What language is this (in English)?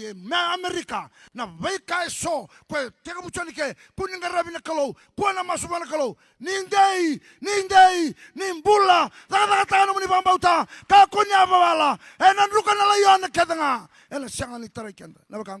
Fijian